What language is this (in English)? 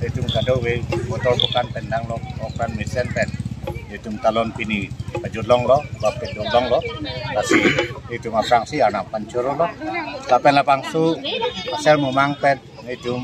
Karbi